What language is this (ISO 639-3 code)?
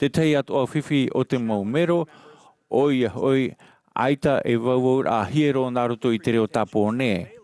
tah